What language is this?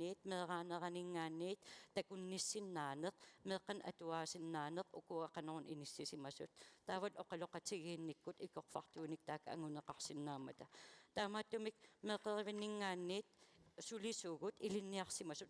Kalaallisut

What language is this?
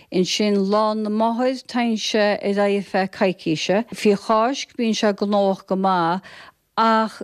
Irish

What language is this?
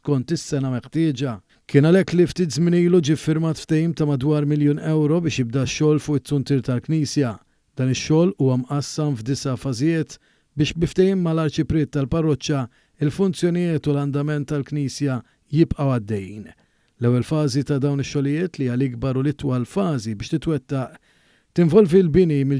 Maltese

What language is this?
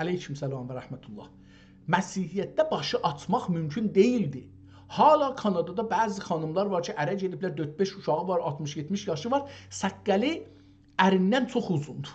South Azerbaijani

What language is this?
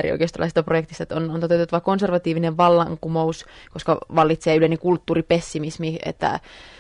Finnish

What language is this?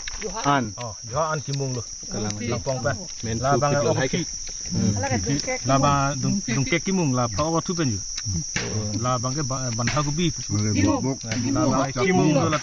Karbi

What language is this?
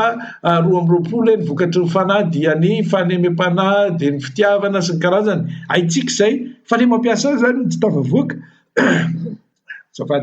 Malagasy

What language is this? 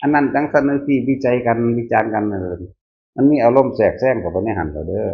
Northeastern Thai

